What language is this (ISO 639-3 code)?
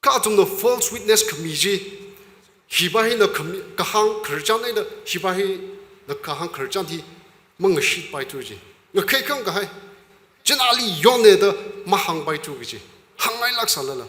nmf